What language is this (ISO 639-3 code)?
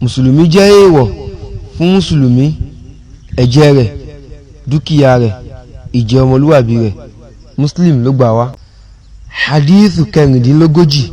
yor